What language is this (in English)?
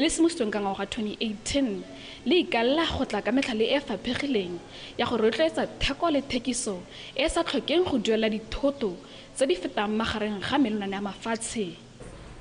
Tswana